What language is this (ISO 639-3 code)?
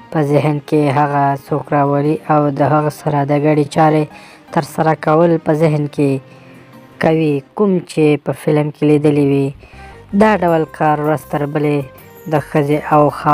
pus